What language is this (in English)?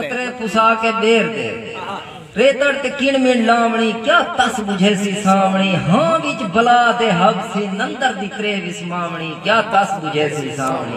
Saraiki